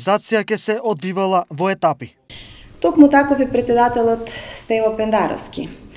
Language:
Macedonian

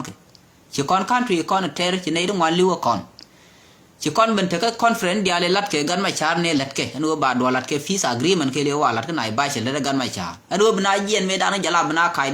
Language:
Nuer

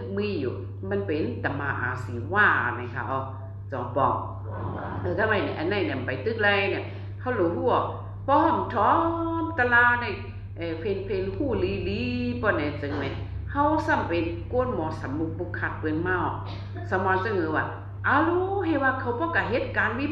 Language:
Shan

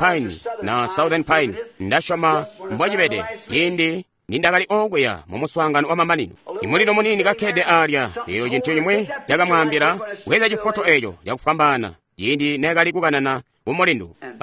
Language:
Tonga (Zambia)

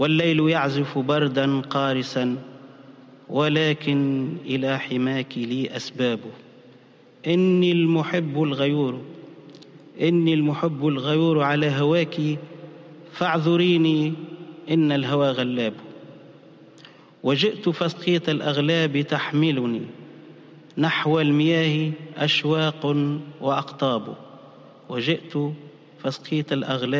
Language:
Tunisian Arabic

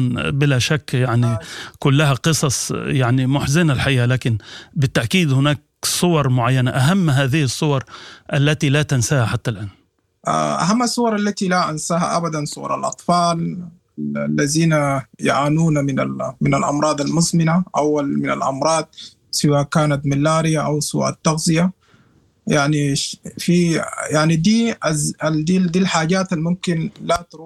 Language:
Sudanese Arabic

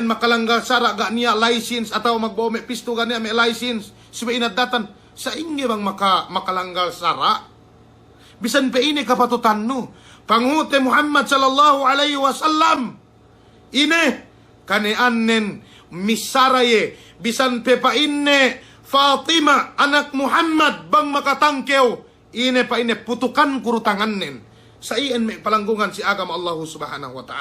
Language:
Yakan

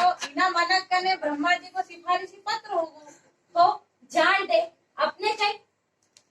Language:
Rajasthani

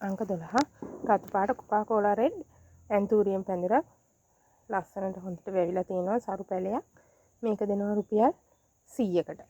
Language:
Sinhala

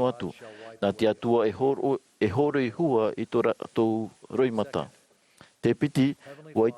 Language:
Tahitian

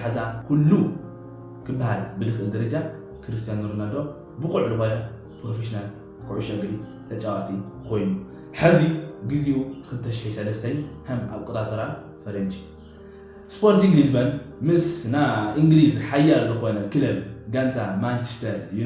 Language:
Tigrinya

